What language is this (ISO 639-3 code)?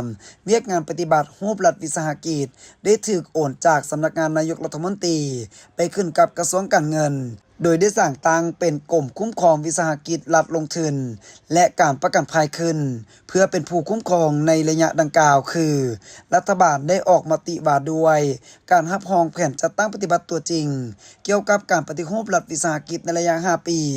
lao